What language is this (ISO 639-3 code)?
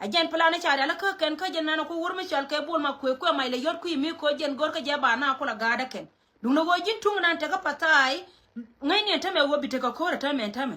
nus